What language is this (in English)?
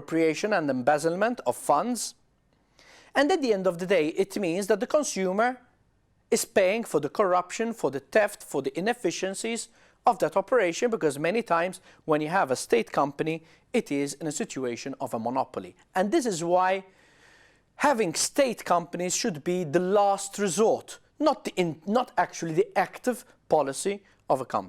English